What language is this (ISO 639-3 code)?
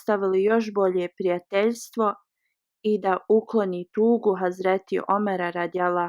bos